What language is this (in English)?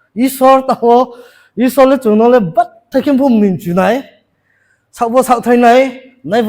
Riang (India)